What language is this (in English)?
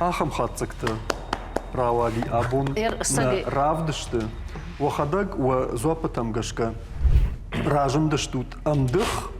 Ossetic